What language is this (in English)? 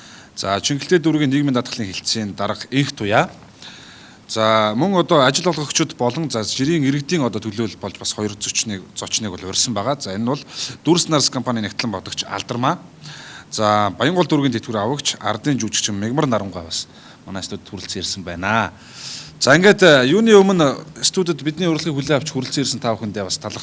Mongolian